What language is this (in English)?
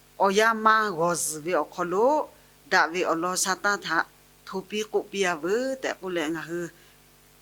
Lahu